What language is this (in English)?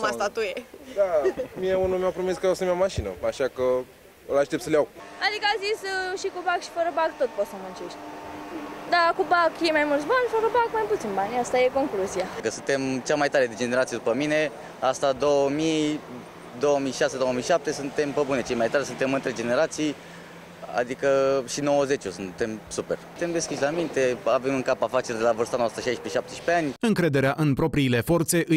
Romanian